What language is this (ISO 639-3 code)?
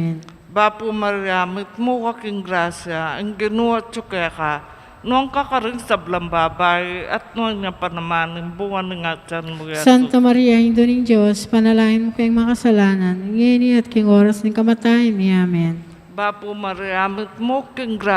pam